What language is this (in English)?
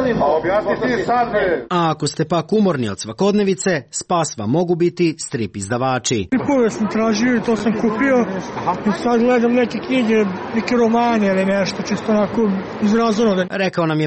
Serbian